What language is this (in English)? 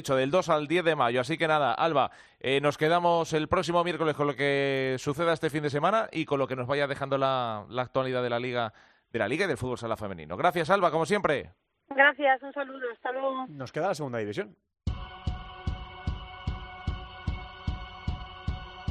Spanish